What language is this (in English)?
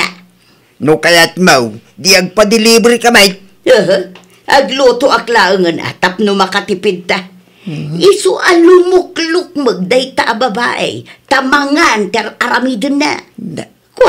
Iloko